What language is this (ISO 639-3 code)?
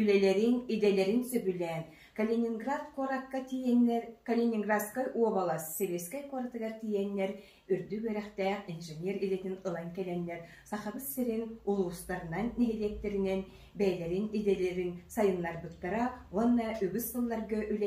sah